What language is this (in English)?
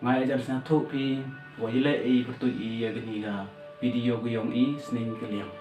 Pnar